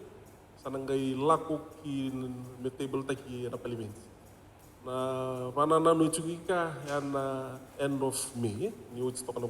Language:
Fijian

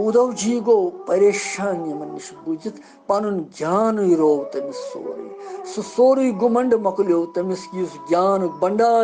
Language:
Kashmiri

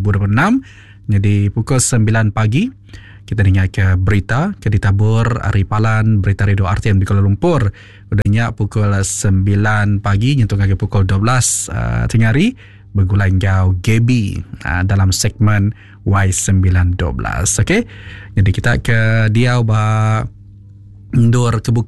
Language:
Iban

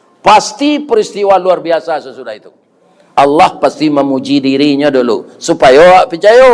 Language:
Minangkabau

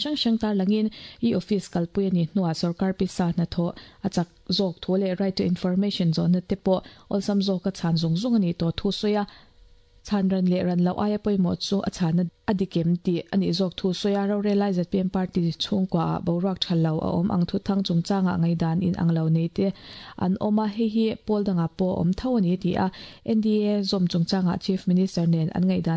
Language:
Mizo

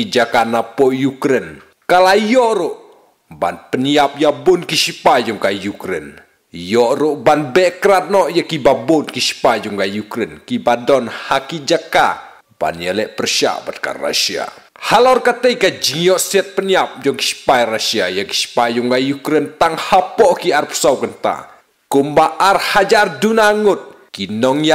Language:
Khasi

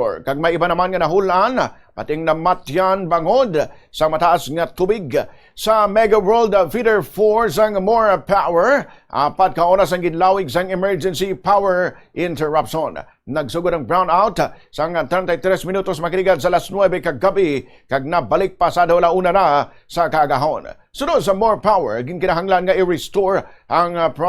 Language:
Hiligaynon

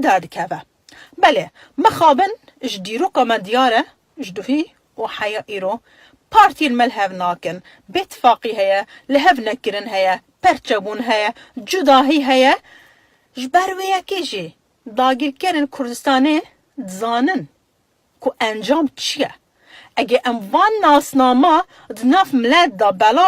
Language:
Kurdish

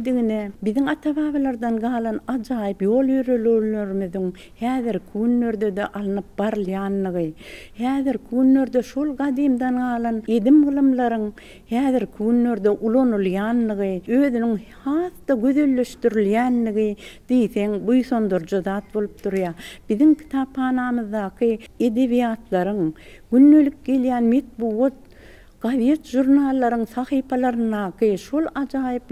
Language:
Turkmen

